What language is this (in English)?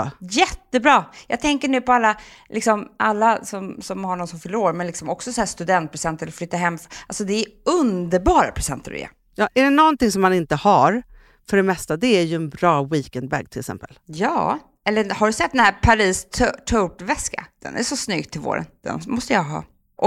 Swedish